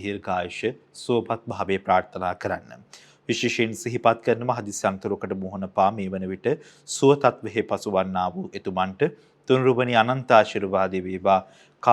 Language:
Sinhala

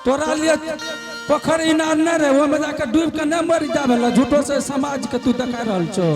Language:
Angika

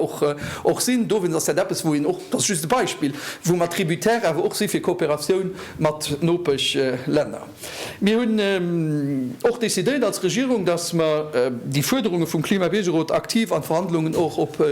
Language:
Luxembourgish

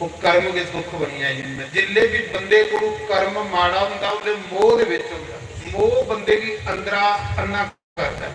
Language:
Dogri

